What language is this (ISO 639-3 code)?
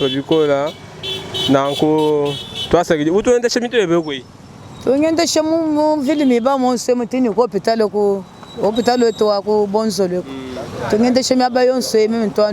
lua